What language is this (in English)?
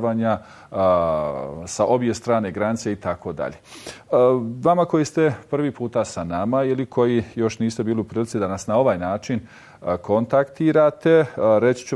Bosnian